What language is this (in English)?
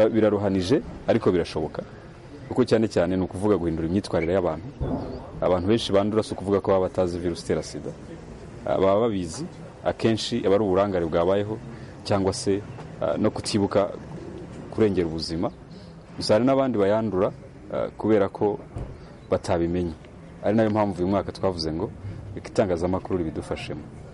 Kinyarwanda